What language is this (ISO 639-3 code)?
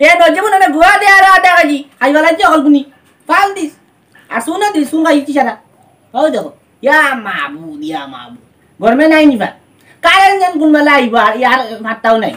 syl